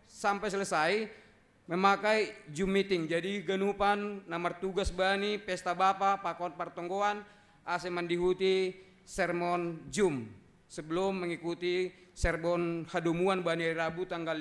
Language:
Batak Simalungun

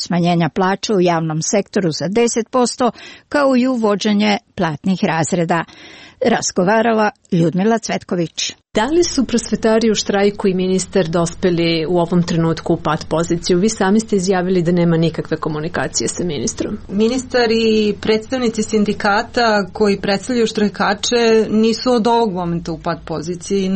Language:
Serbian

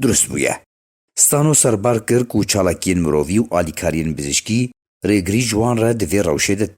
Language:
Kurdish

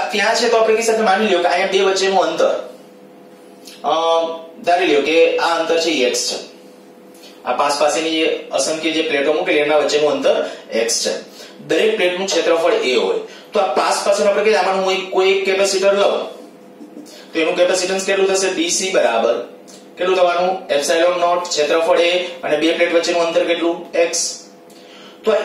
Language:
Gujarati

